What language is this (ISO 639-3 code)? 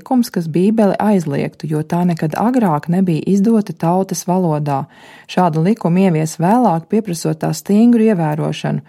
lav